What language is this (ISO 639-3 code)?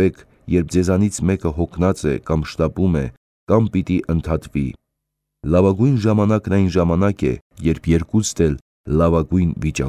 hye